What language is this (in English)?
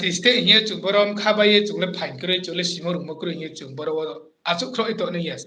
Riang (India)